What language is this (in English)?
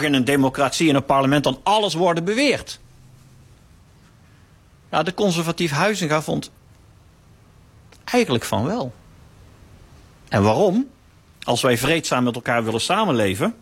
Dutch